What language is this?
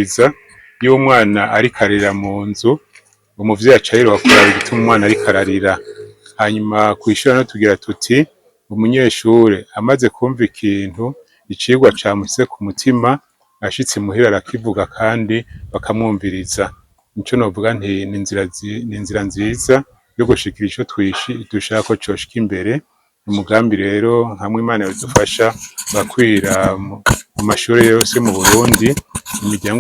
Rundi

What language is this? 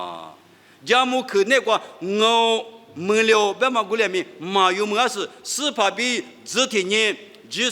Lisu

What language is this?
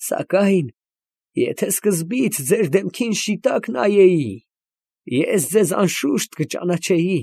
Armenian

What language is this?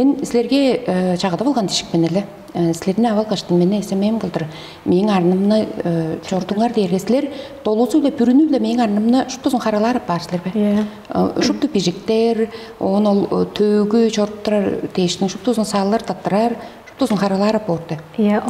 Tuvinian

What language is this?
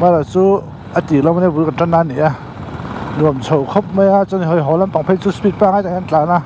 Mizo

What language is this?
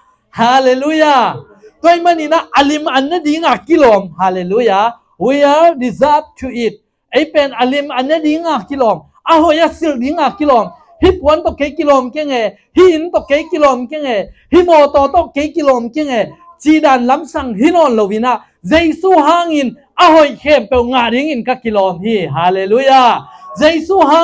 Tedim Chin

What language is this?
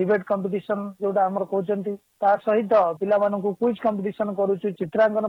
Odia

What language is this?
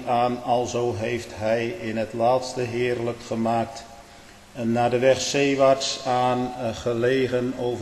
Dutch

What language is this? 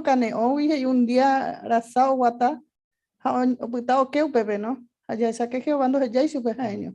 Guarani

